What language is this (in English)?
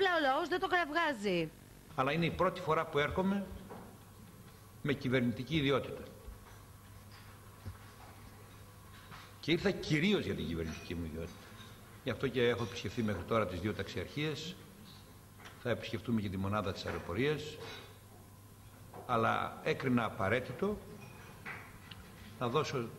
Greek